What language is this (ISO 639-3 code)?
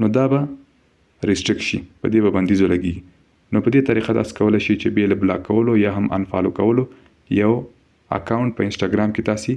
pus